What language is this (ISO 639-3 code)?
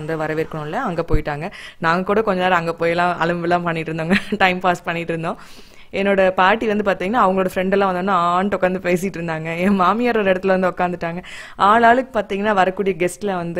tam